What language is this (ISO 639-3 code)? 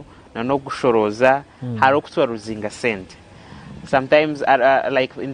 nyn